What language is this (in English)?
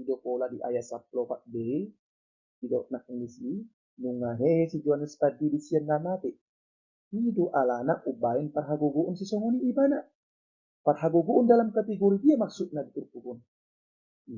Batak Toba